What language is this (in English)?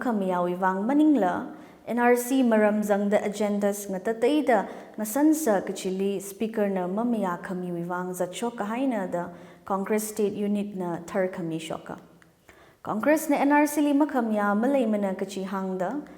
Tangkhul Naga (India)